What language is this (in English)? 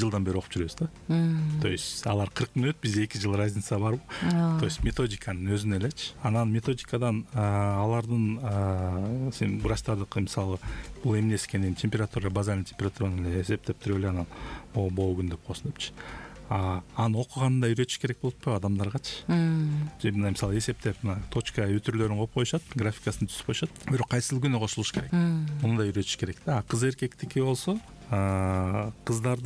Kyrgyz